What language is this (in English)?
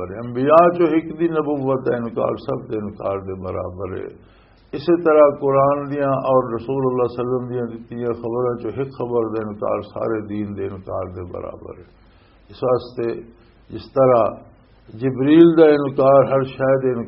Western Panjabi